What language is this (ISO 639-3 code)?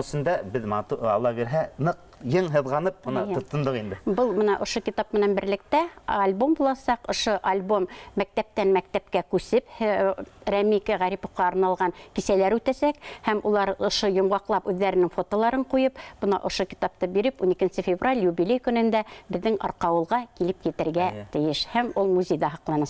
bak